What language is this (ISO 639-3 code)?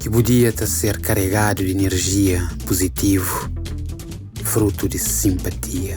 kea